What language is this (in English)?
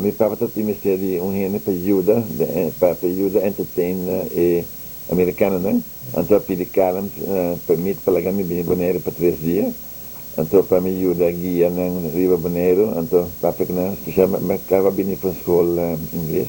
Papiamento